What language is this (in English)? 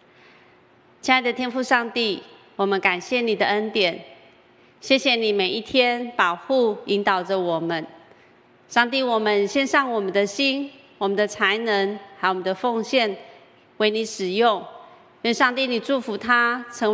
Chinese